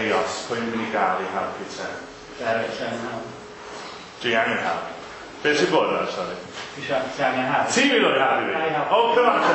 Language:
Welsh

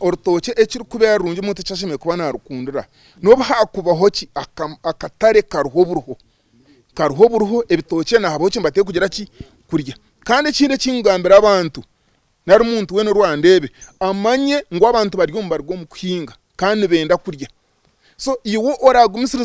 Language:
Nyankole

